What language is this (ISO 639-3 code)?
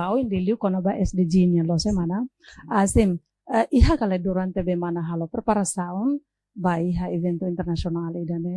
tet